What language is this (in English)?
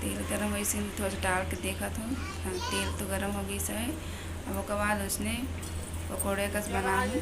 Chhattisgarhi